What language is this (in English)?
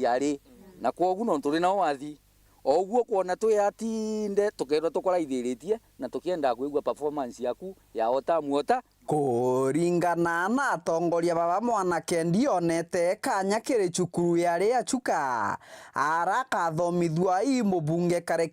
Meru